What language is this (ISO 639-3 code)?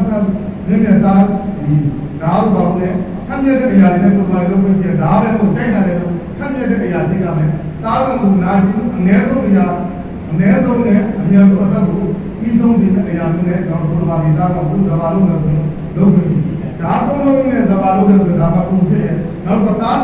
mya